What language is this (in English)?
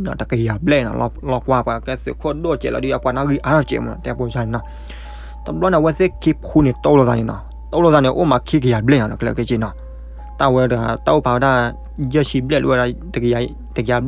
S'gaw Karen